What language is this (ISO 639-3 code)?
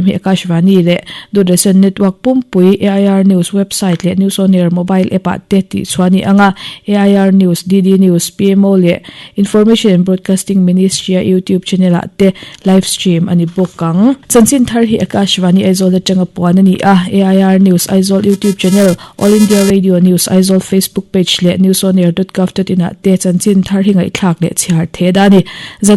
lus